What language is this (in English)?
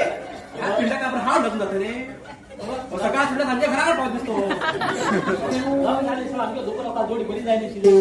Konkani